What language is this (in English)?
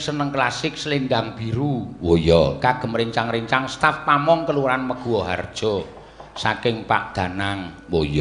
Javanese